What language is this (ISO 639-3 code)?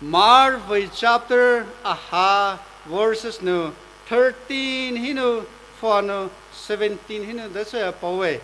pmx